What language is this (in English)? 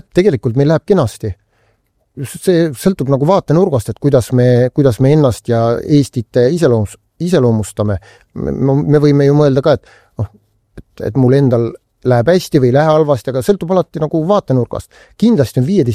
Estonian